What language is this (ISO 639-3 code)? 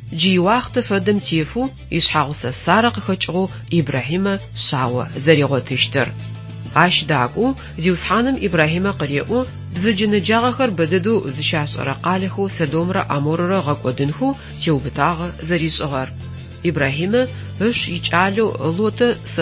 ady